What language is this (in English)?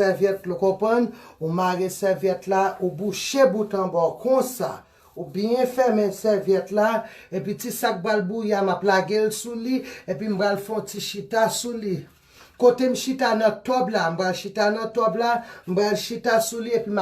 Haitian Creole